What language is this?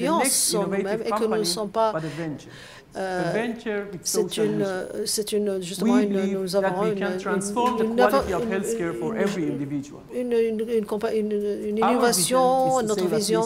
French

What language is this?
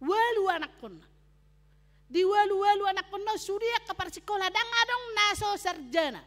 Batak Toba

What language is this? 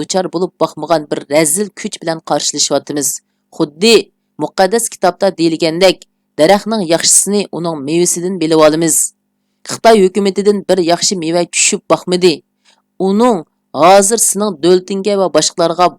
Uyghur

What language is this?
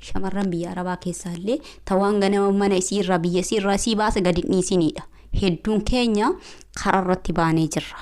Oromo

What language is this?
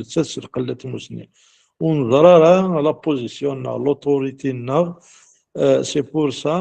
Kabyle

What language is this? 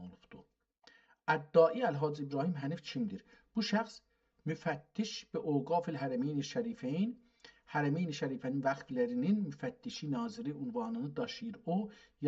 South Azerbaijani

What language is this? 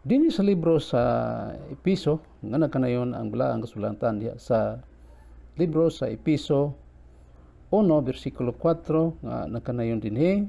Cebuano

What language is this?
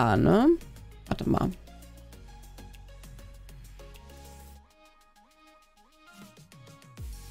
German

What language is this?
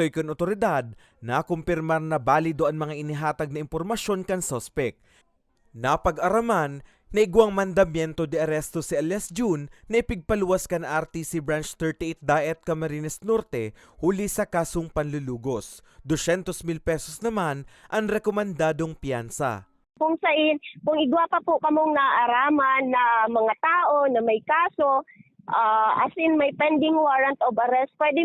Bikol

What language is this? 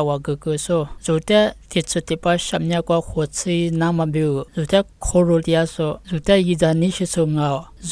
Lisu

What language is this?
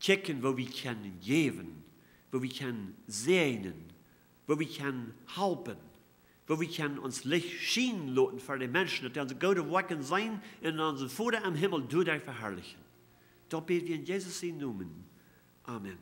Plautdietsch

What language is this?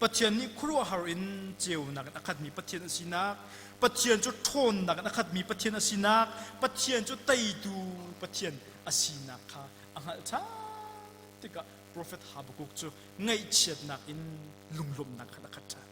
Hakha Chin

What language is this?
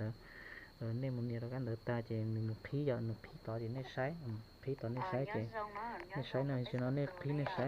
Hmong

